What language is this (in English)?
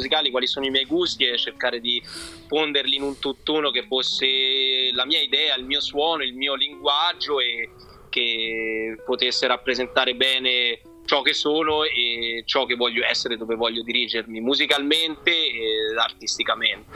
Italian